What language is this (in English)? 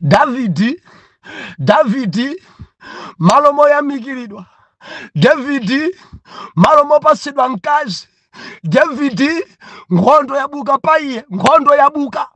Nyanja